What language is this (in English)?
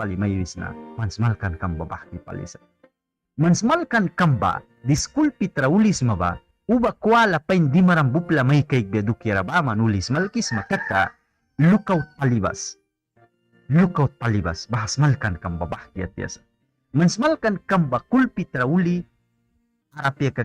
Mískito